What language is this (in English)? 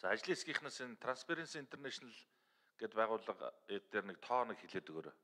Mongolian